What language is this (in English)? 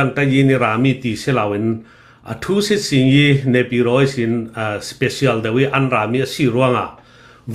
Hakha Chin